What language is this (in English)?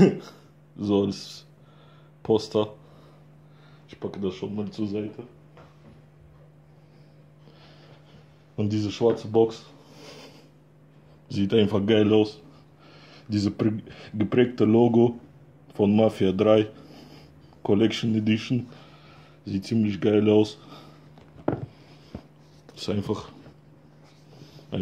German